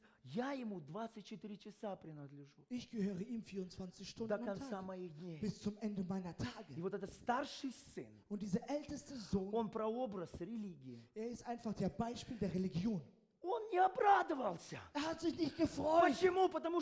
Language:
Russian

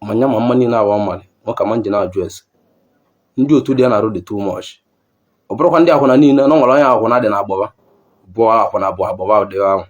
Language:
Igbo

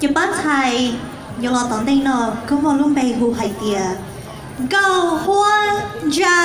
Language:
Hmong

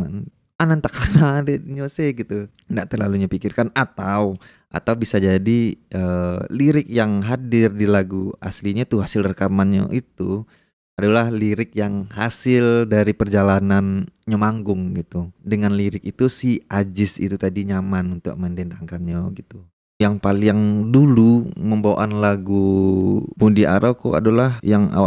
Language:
Minangkabau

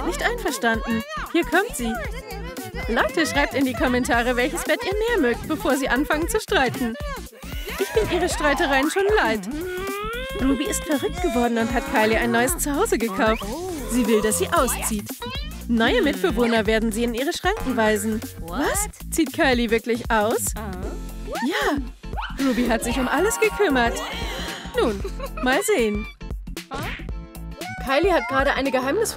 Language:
German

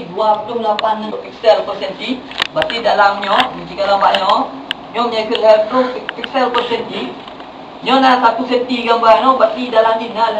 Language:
Achinese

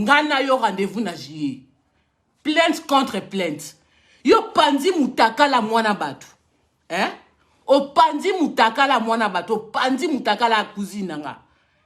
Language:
Lingala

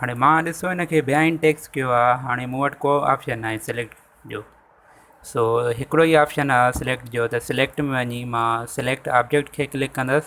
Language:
Sindhi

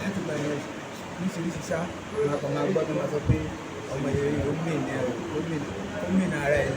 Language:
Yoruba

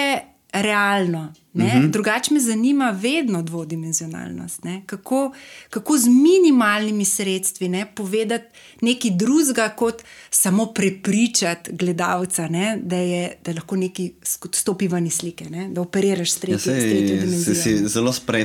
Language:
Slovenian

